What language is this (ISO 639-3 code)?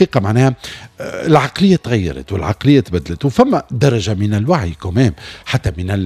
aeb